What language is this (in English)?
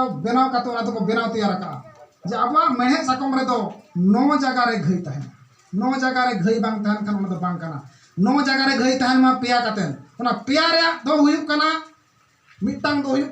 Santali